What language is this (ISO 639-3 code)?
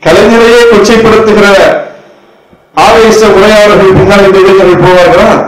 tam